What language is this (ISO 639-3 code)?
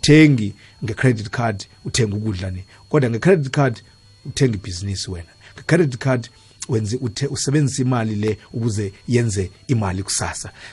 nbl